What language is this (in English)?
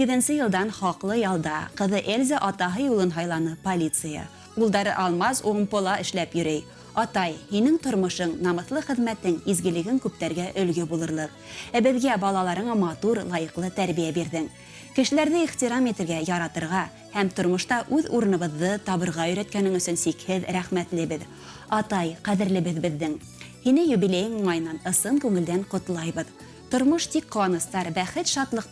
Bashkir